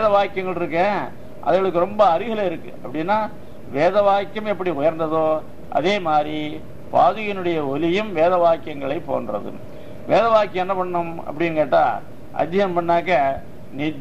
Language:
Tamil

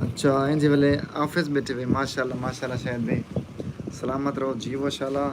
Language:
Saraiki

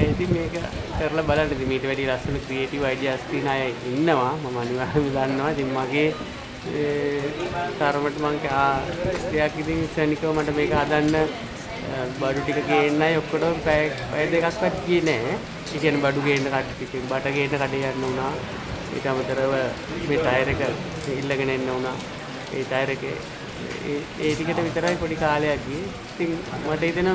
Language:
Sinhala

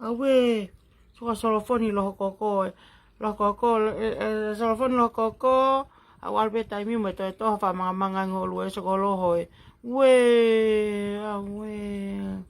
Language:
Tongan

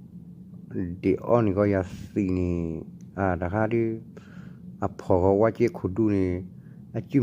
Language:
S'gaw Karen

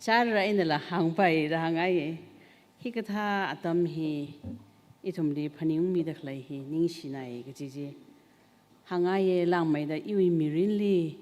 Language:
Tangkhul Naga (India)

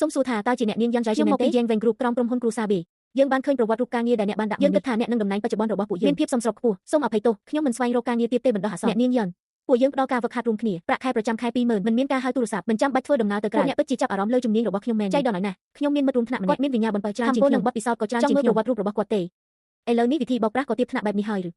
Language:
Khmer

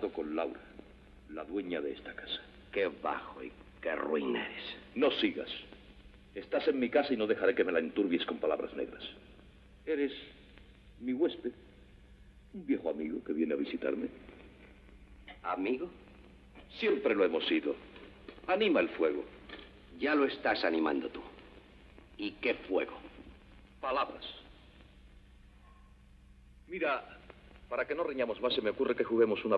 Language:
Spanish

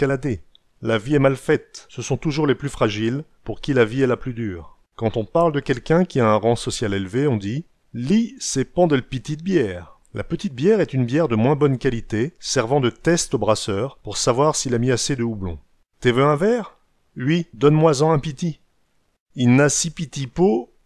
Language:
Picard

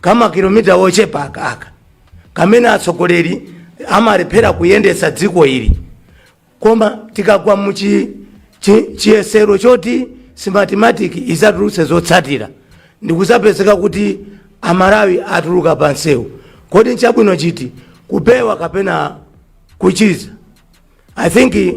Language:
Nyanja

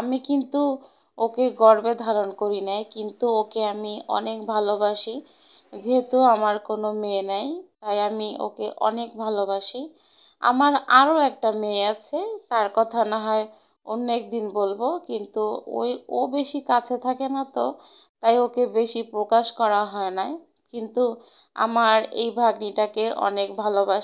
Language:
Bangla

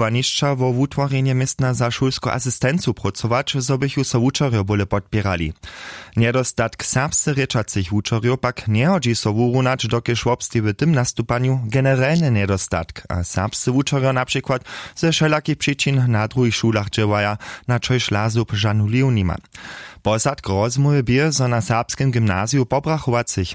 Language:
Upper Sorbian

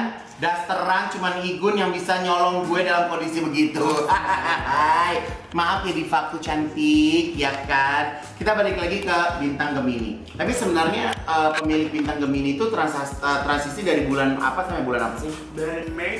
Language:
Indonesian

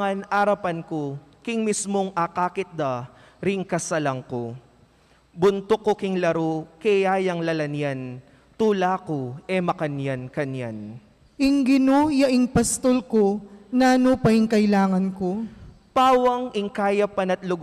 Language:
Pampanga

